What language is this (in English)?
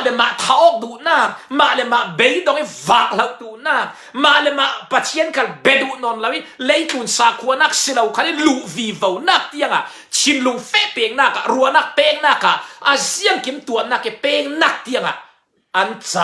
Falam Chin